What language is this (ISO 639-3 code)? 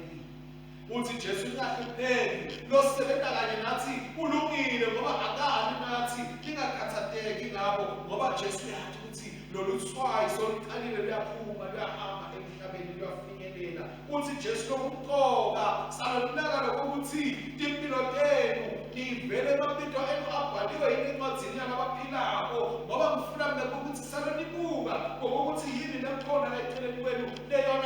ssw